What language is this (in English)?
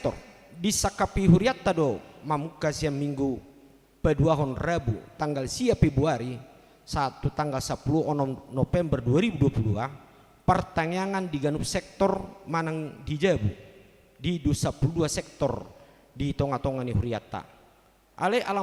Batak Toba